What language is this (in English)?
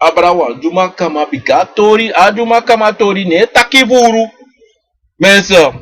Sranan Tongo